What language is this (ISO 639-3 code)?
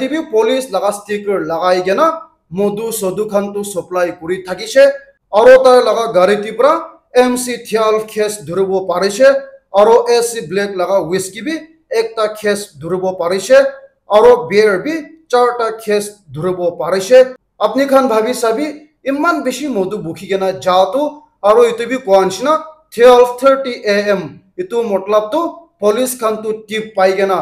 nag